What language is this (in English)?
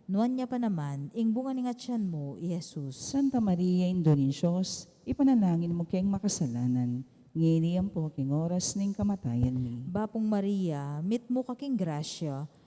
Pampanga